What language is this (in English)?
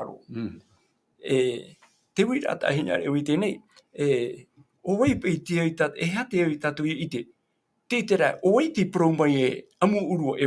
Tahitian